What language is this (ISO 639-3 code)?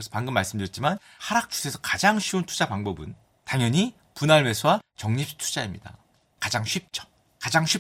kor